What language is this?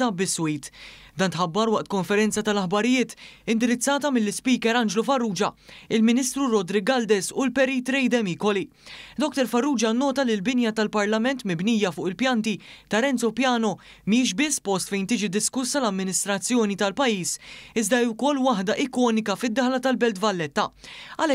Maltese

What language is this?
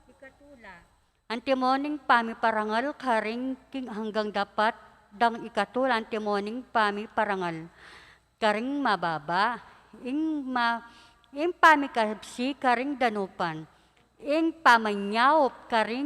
Pampanga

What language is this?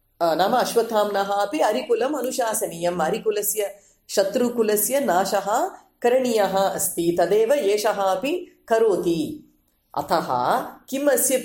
Sanskrit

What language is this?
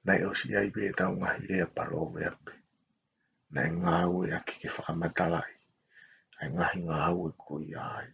Tongan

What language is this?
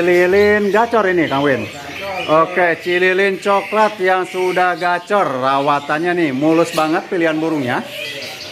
Indonesian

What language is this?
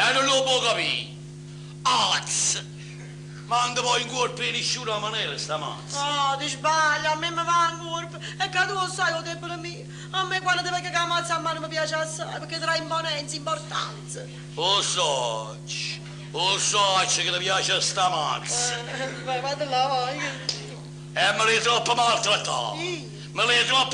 Neapolitan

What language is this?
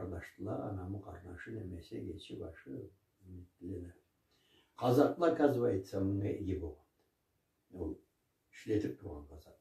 Karachay-Balkar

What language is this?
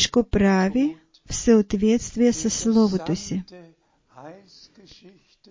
Bulgarian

